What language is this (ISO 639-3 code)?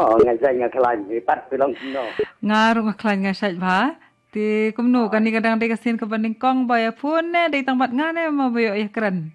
kha